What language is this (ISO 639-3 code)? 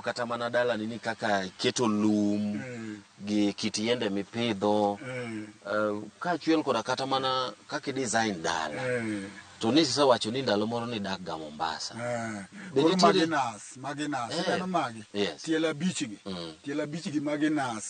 luo